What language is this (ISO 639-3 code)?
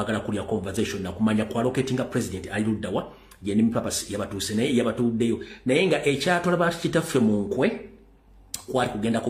lug